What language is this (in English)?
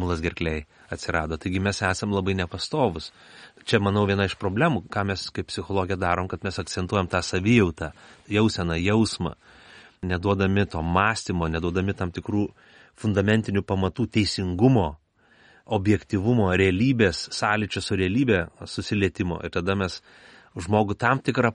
Lithuanian